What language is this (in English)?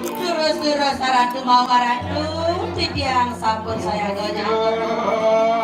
Balinese